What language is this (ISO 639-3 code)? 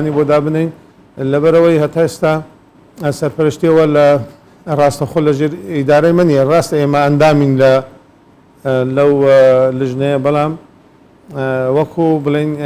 ckb